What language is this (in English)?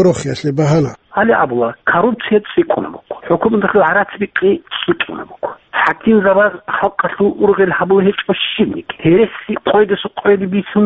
Avaric